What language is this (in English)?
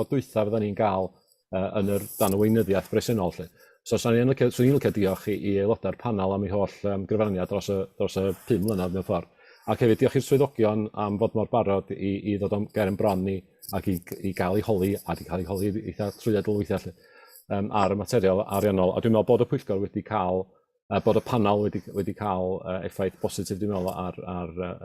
Welsh